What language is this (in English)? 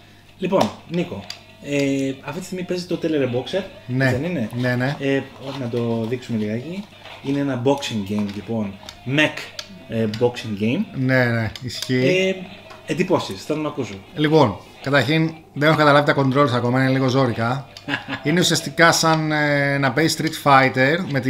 Greek